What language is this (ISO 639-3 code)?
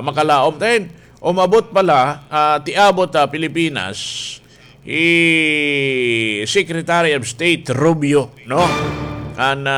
war